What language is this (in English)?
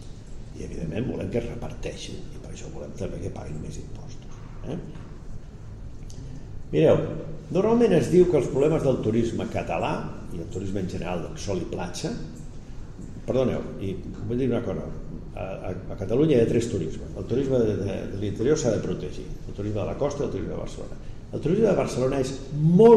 Catalan